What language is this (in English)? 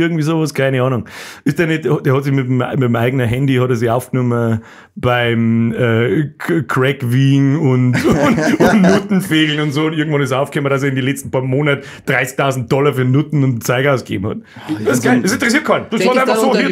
Bavarian